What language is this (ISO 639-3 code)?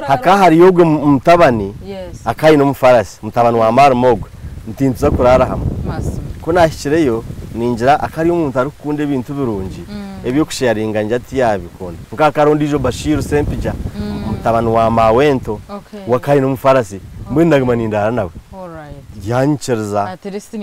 nyn